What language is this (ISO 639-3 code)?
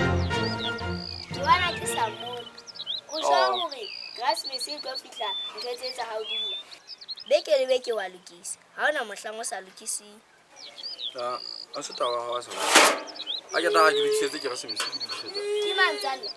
sot